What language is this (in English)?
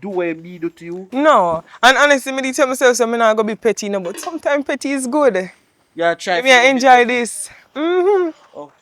Jamaican Creole English